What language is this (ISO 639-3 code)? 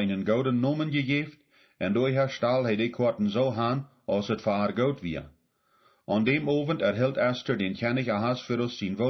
pdt